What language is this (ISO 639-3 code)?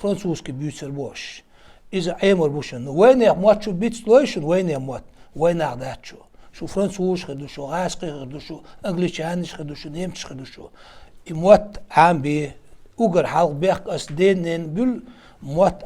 che